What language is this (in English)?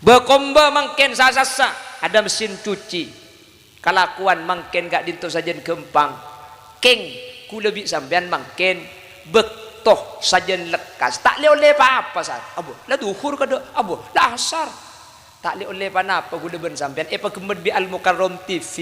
Madurese